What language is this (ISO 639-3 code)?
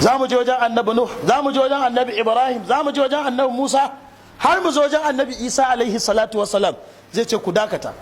hau